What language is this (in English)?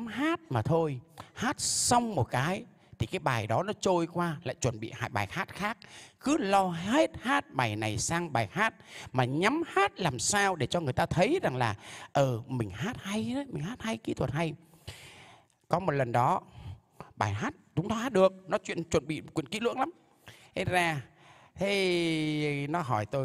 Vietnamese